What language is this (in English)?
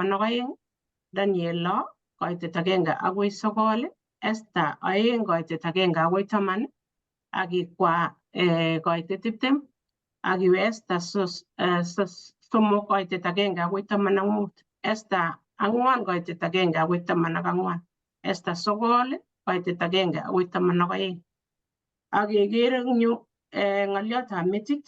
Kalenjin